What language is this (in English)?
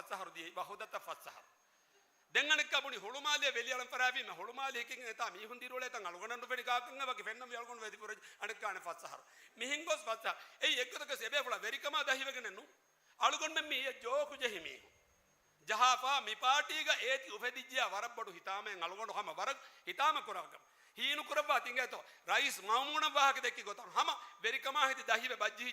Divehi